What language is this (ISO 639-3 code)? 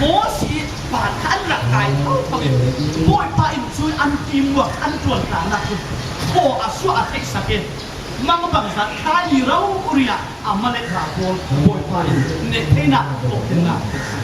cfm